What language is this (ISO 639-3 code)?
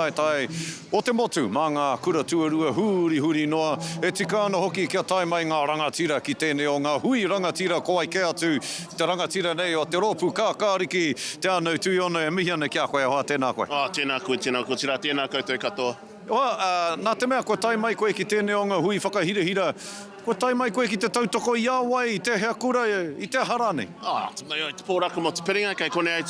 mri